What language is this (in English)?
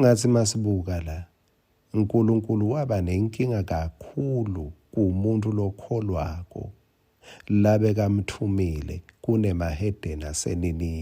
Swati